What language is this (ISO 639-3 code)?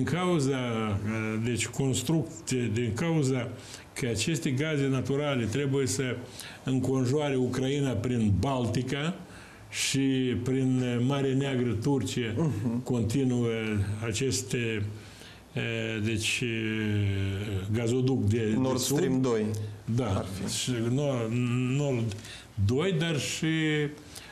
ron